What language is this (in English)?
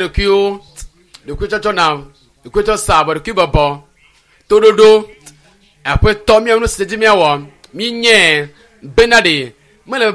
Ewe